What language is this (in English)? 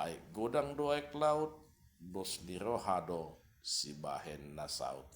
Batak Toba